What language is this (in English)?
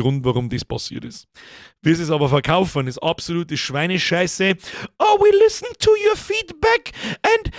Bavarian